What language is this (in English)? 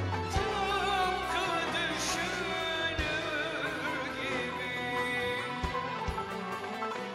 Turkish